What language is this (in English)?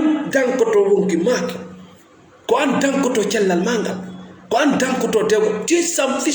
Fula